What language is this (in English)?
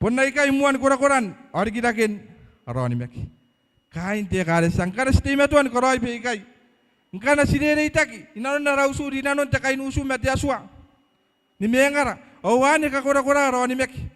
Gilbertese